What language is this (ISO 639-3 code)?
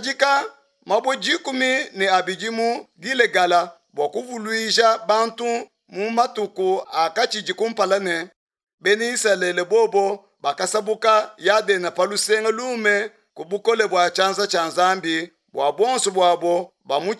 lua